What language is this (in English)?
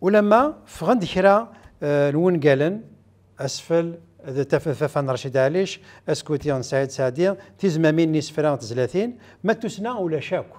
Kabyle